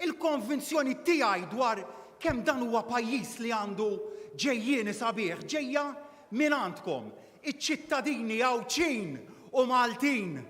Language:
Maltese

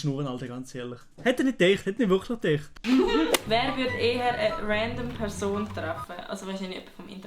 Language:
Swiss German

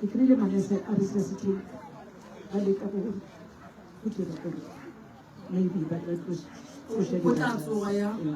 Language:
Northern Sotho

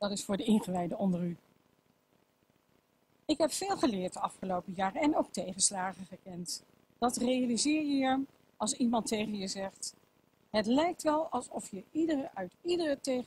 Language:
Dutch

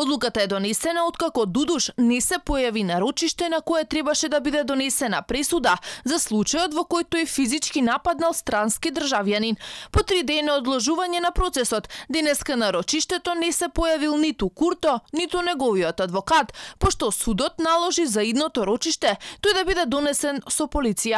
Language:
Macedonian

